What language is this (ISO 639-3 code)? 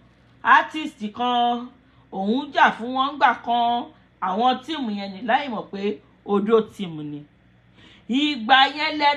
yor